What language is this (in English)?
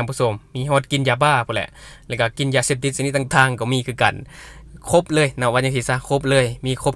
Lao